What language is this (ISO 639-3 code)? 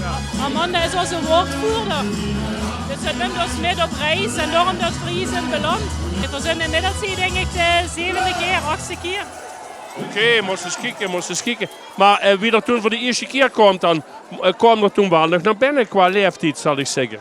lim